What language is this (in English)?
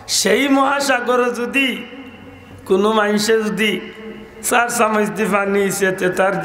Sylheti